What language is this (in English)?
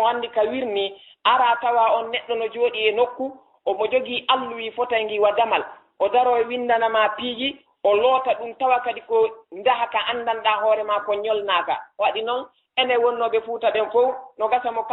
Fula